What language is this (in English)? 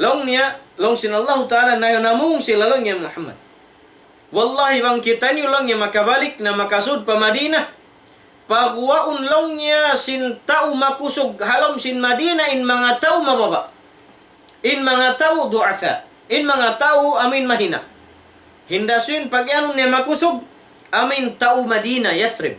Tausug